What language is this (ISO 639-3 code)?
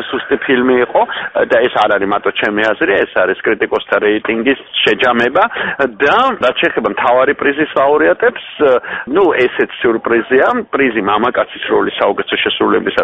kat